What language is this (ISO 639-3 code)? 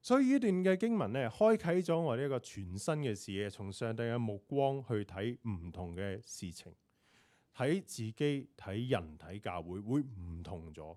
yue